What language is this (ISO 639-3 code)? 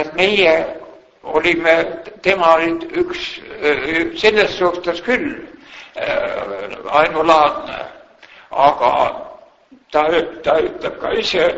est